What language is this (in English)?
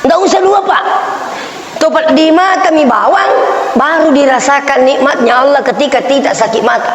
Buginese